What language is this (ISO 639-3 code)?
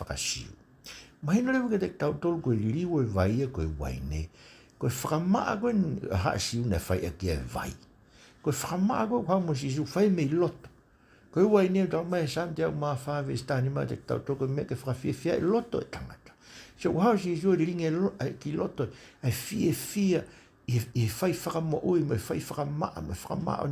ton